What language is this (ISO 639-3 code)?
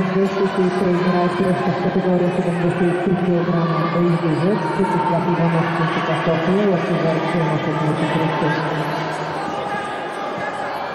bul